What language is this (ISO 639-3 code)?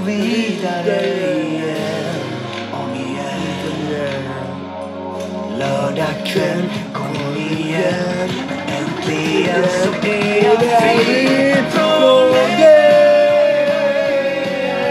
swe